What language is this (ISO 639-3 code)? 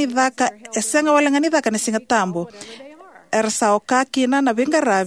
fij